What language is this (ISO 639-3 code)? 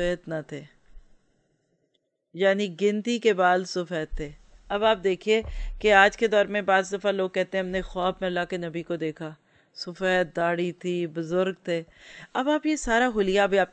urd